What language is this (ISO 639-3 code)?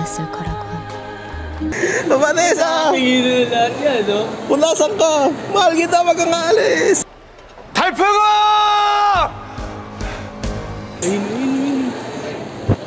fil